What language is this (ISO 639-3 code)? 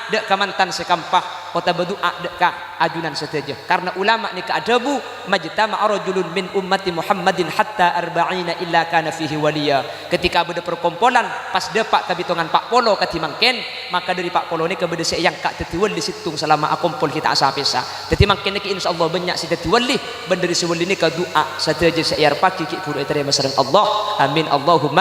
mad